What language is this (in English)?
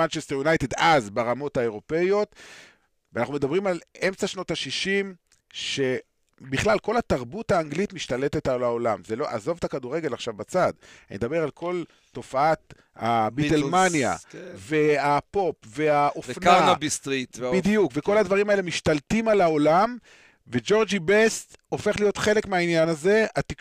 Hebrew